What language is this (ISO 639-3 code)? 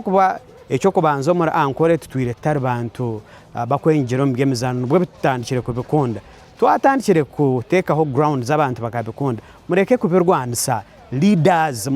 nyn